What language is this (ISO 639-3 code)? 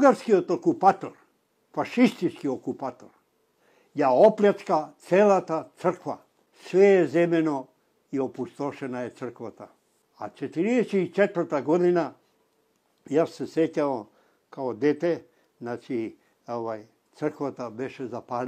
mkd